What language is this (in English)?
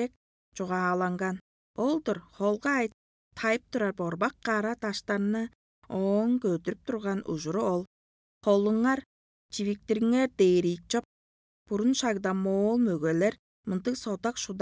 Tuvinian